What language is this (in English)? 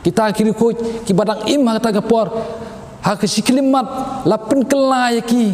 Khasi